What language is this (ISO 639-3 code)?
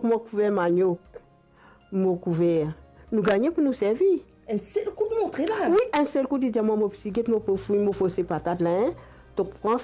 mfe